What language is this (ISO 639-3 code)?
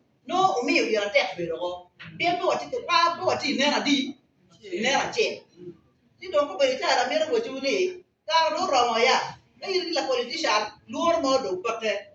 ach